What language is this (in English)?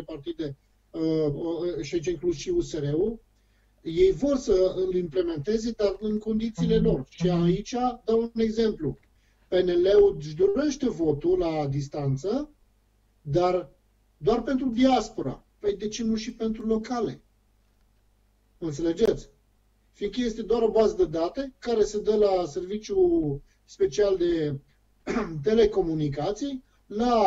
Romanian